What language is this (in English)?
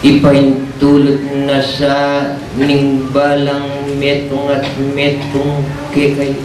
Pampanga